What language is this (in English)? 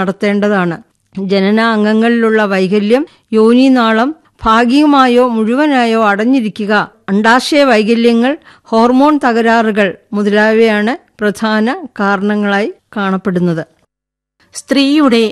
Malayalam